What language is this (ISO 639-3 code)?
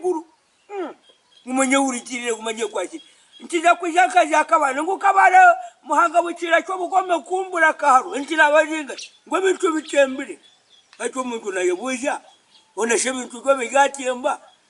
nyn